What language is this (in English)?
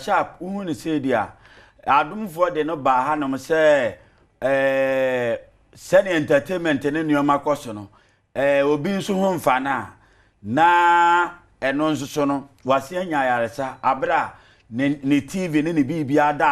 Akan